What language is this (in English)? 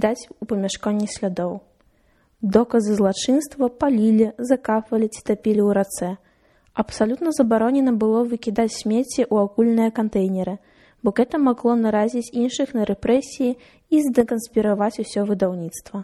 Belarusian